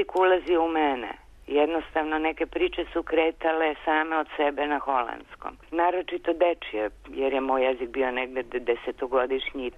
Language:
Serbian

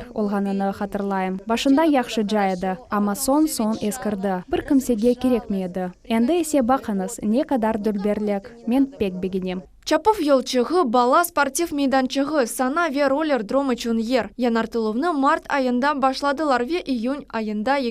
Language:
Crimean Tatar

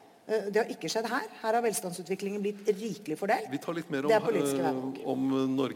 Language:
Norwegian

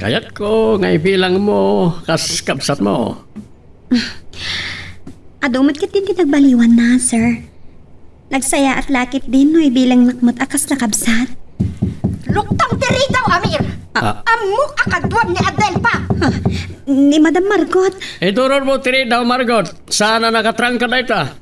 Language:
Iloko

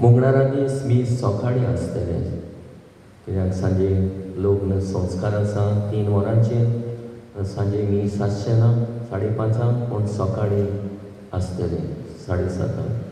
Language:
Konkani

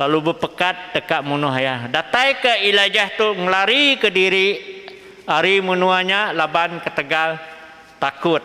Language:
Iban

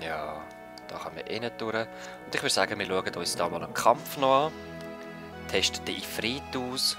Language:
Swiss German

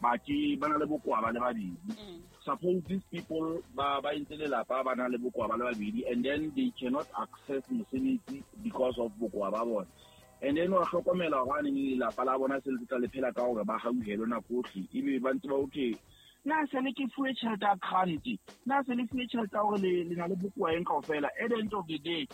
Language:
Southern Sotho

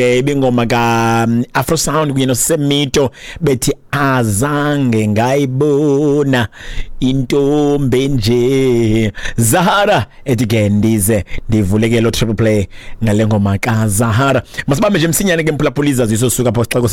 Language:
Xhosa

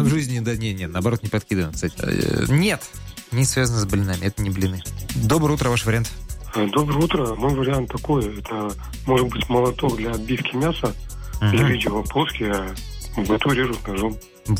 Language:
Russian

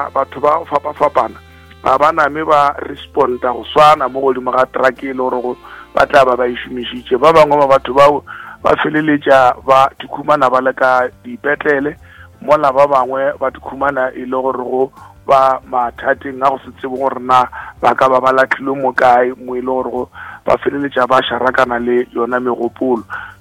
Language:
Northern Sotho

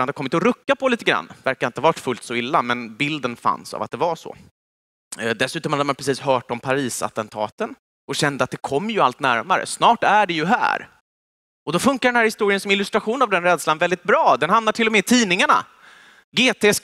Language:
Swedish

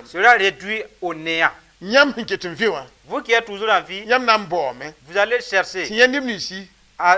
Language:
Mossi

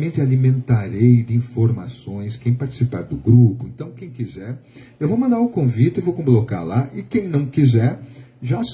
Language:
Portuguese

